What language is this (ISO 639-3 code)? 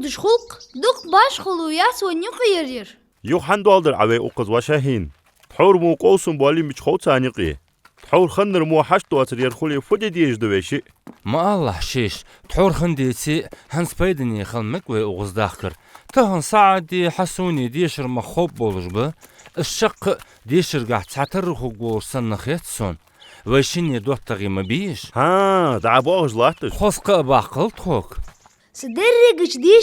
inh